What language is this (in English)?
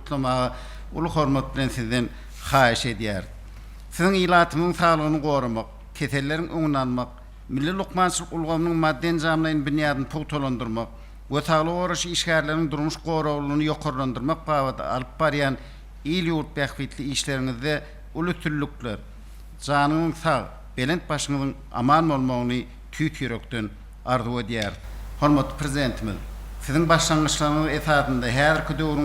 Turkmen